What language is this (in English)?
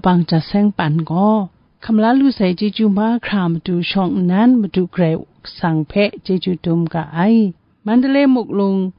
Kachin